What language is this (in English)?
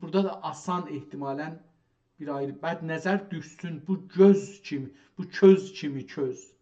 South Azerbaijani